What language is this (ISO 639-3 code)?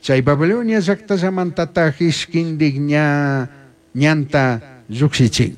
qug